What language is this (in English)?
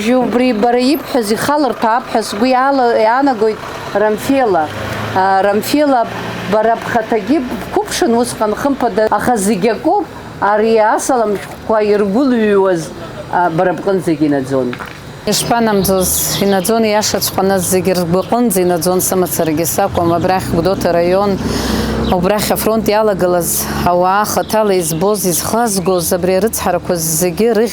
Abkhazian